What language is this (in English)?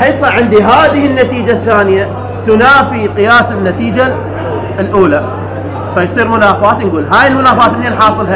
Mesopotamian Arabic